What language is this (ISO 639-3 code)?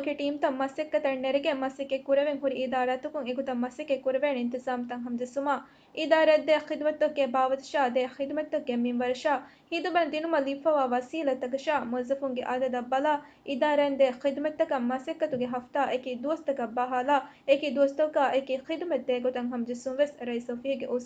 div